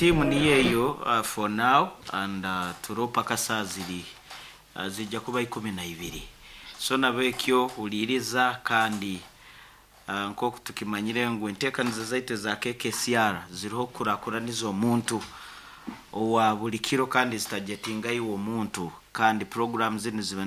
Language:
Nyankole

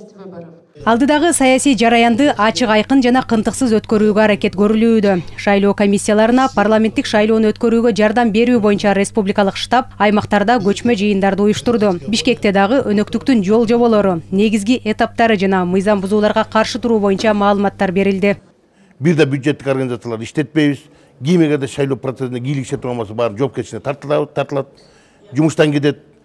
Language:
Kyrgyz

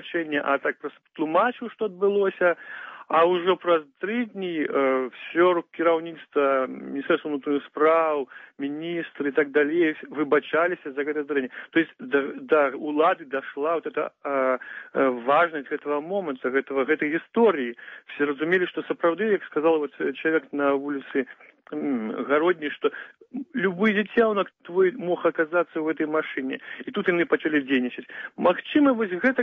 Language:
Belarusian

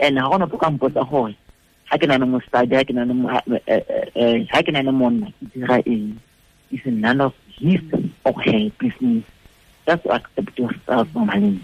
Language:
Tswana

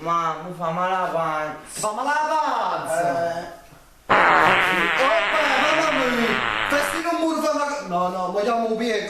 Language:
Neapolitan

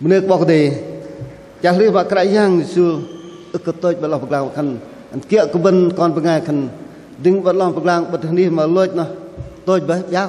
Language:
Bahnar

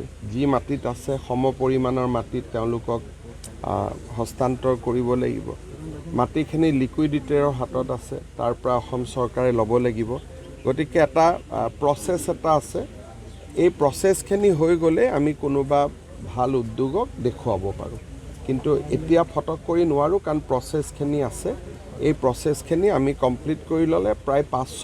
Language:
Assamese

